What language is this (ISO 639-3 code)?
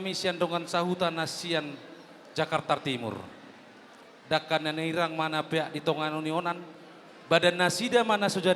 bbc